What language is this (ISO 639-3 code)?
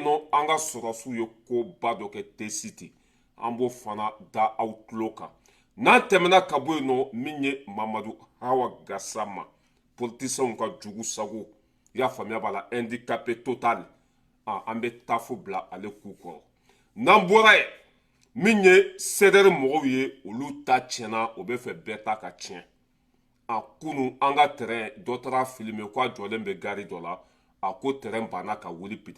bam